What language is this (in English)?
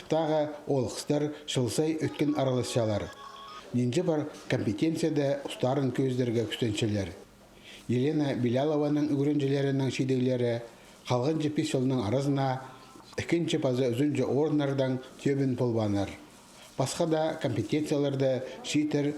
Khakas